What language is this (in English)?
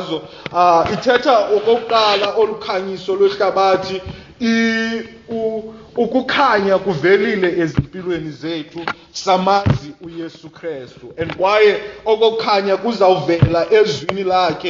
Xhosa